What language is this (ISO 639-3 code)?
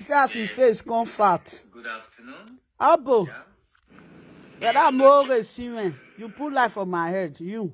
pcm